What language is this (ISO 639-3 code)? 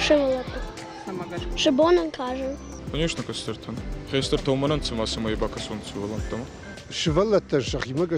oss